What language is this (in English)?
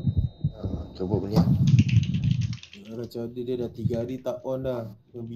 Malay